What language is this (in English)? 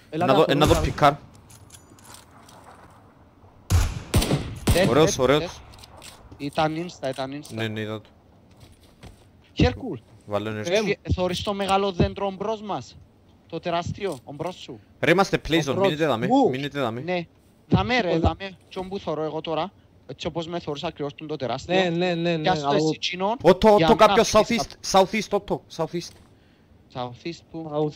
Greek